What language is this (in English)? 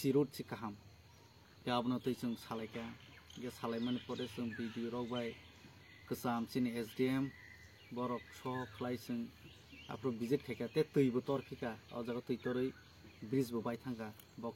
Kok Borok